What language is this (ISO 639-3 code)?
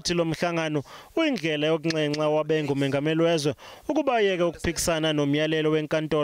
zul